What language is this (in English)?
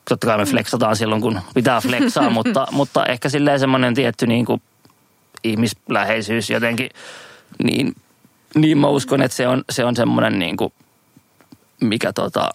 Finnish